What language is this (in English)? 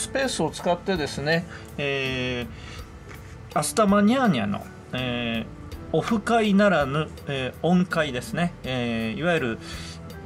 Japanese